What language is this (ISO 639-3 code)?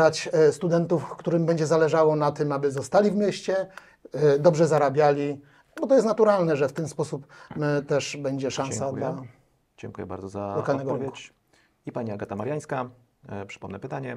pol